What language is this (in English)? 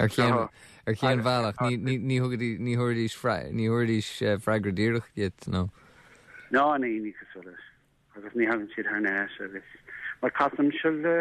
Irish